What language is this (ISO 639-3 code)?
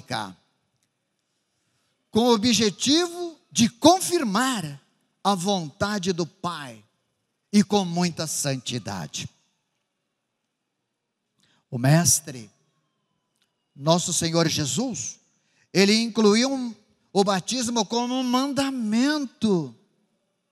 por